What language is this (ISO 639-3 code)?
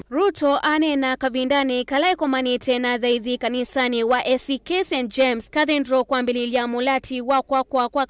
kam